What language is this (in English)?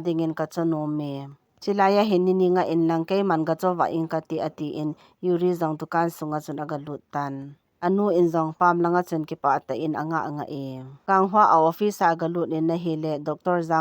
Thado Chin